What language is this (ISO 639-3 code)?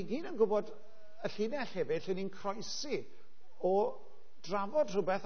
cym